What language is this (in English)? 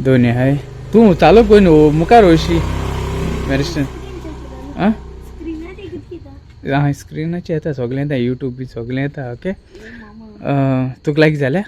Konkani